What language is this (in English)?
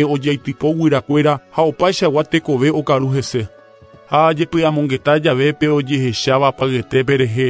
Guarani